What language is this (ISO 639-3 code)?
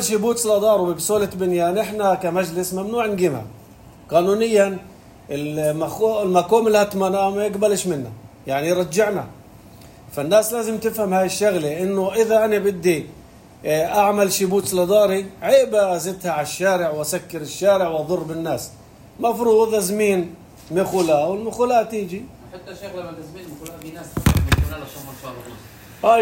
apc